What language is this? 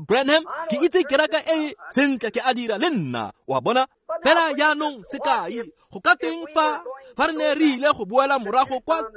Tswana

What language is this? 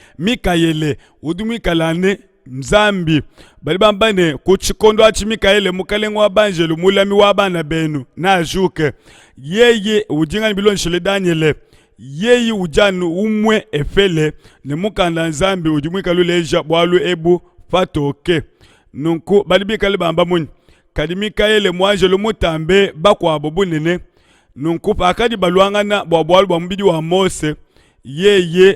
Luba-Lulua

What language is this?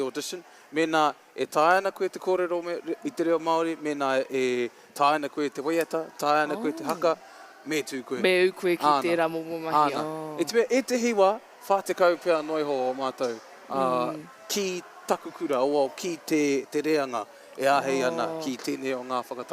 Māori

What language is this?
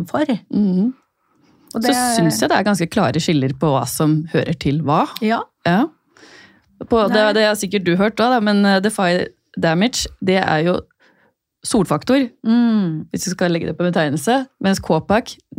Norwegian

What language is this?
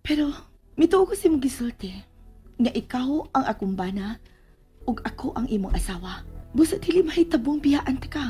Cebuano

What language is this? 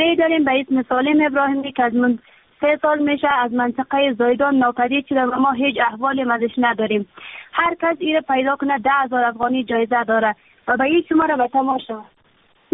Persian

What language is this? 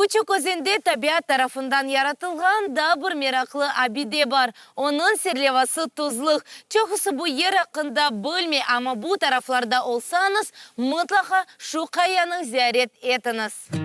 Crimean Tatar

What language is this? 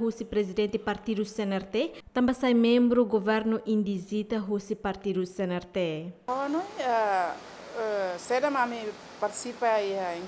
Tetum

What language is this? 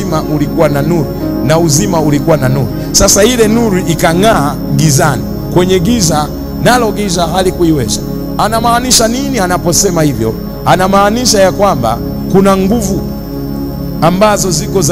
Swahili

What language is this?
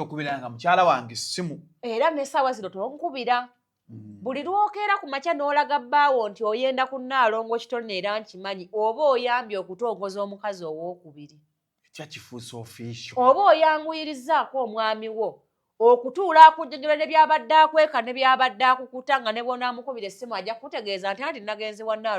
Ganda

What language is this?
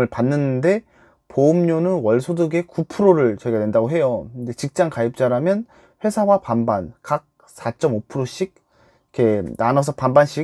Korean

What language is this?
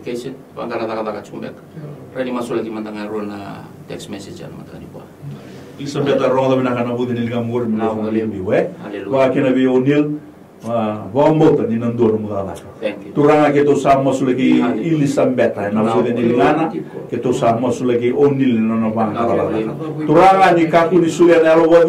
Fijian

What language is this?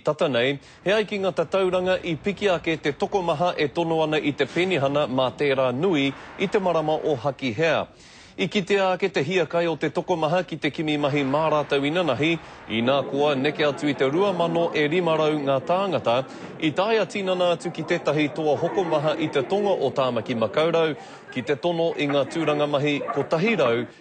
Māori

